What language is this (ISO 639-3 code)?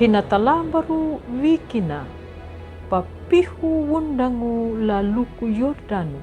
xbr